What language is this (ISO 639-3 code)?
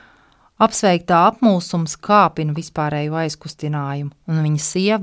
lav